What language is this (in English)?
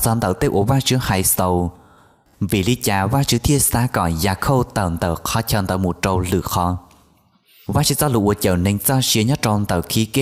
Hmong